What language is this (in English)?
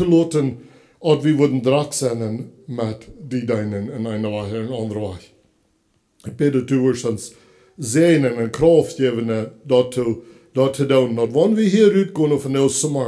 Plautdietsch